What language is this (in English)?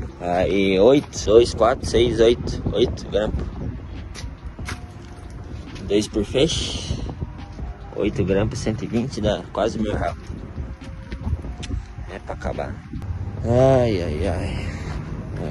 Portuguese